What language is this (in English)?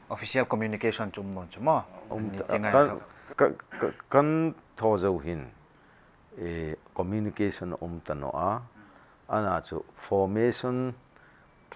Hmar